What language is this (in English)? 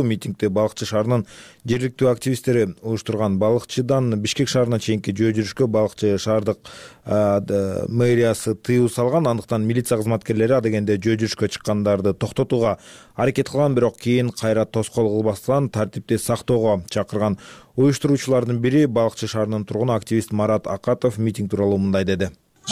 Kyrgyz